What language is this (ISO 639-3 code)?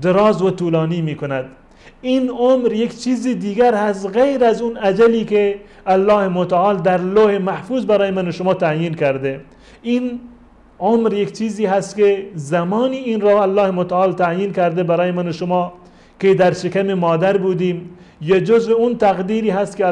fas